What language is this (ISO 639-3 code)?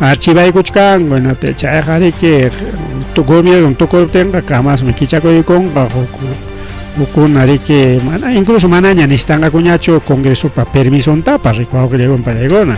quy